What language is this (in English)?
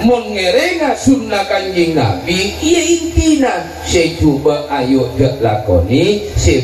Madurese